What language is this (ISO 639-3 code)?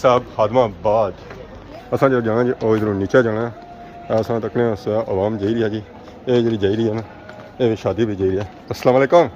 phr